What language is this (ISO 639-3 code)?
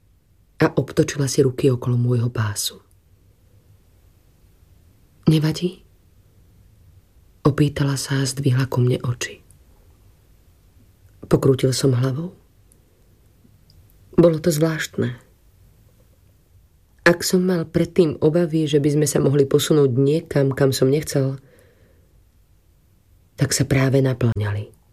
slk